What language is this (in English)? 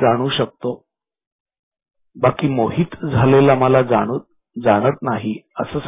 Marathi